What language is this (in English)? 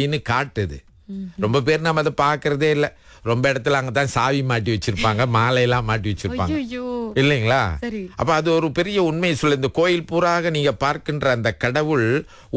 Tamil